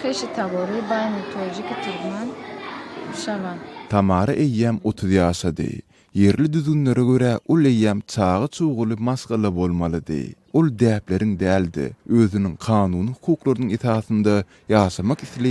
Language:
Turkmen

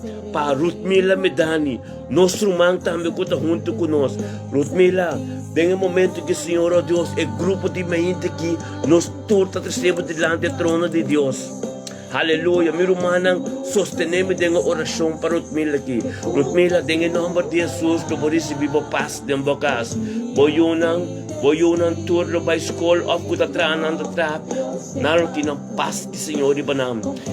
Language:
Papiamento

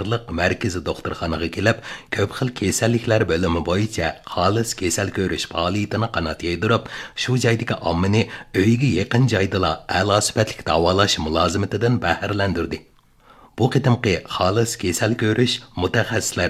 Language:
Uyghur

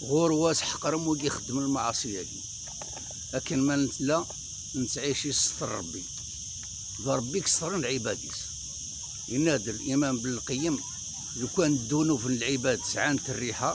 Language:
Kabyle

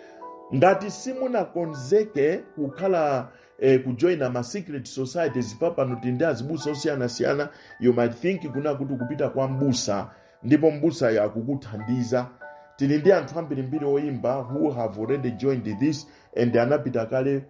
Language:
Nyanja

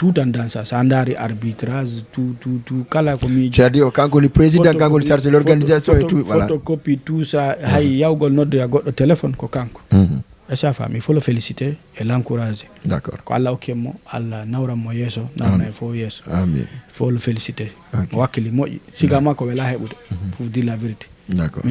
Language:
Fula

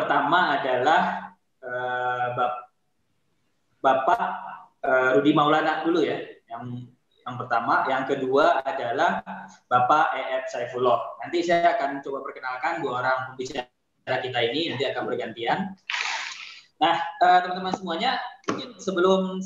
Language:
Indonesian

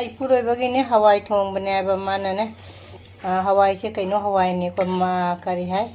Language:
Manipuri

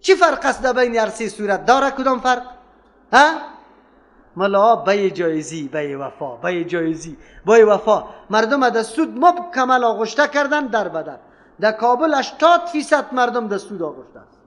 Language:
Persian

